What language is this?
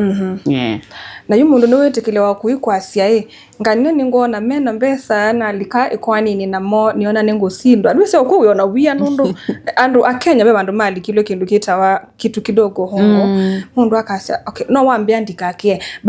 Kamba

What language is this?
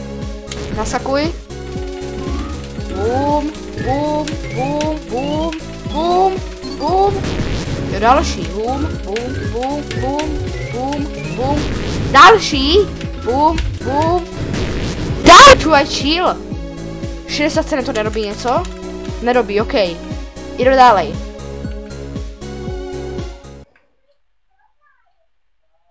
Czech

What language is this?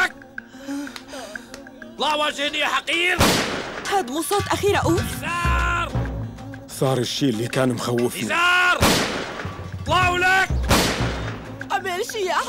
North Levantine Arabic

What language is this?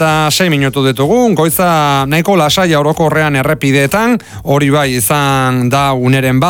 Basque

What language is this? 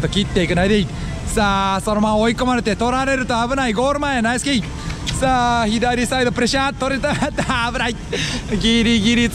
Japanese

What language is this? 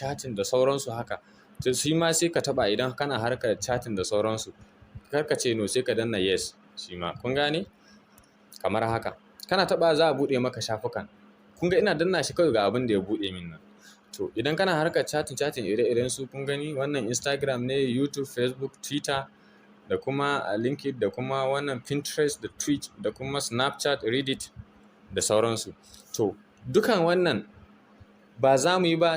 Hausa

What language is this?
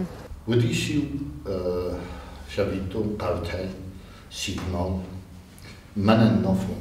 Ossetic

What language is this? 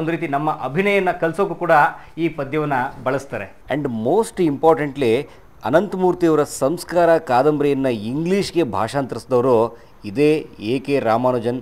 Kannada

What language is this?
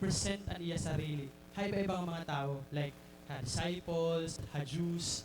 Waray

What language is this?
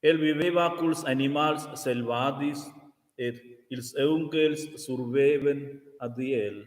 Romansh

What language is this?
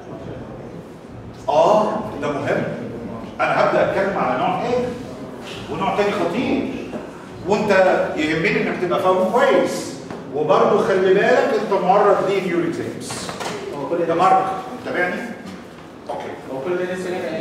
Egyptian Arabic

